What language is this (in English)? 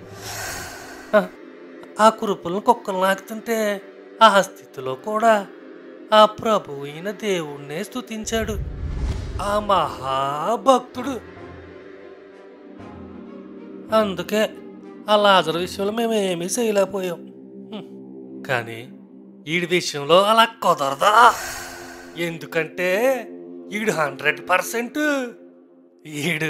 Telugu